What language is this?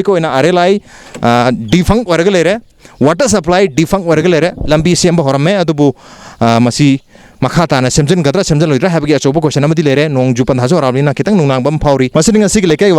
Manipuri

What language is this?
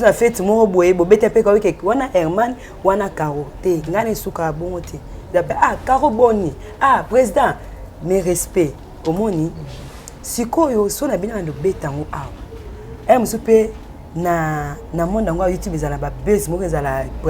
Lingala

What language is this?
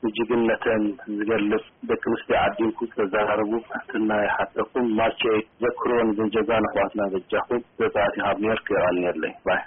Tigrinya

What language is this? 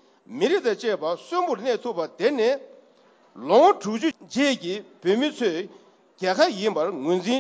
Tibetan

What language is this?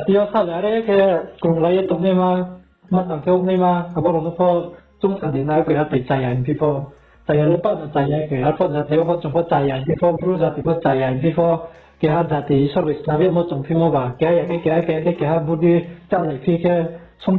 Riang (India)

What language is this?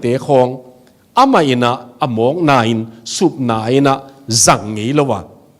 Tedim Chin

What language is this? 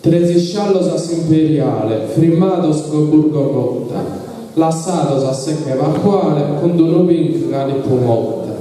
Sardinian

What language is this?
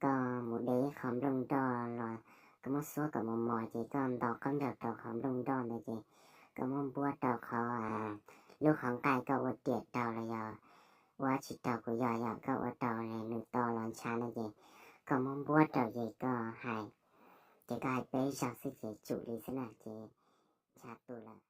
Hmong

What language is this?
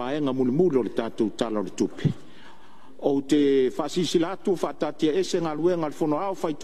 Samoan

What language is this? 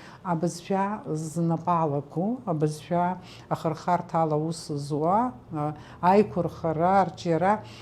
Abkhazian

